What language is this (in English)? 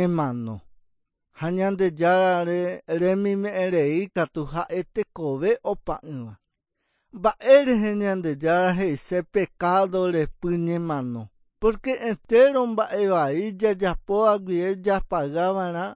Guarani